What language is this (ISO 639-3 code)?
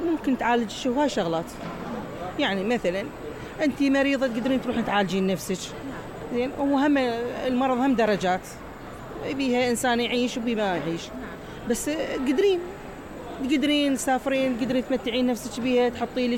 acm